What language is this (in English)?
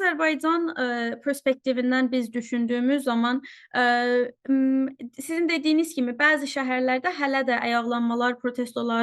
Azerbaijani